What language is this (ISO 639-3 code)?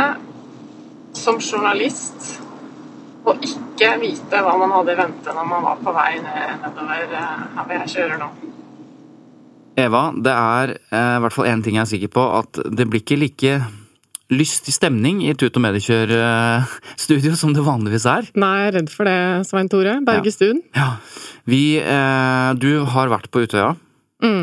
nor